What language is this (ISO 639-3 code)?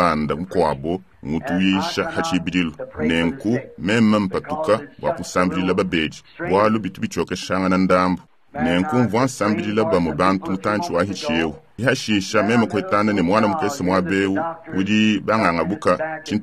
lua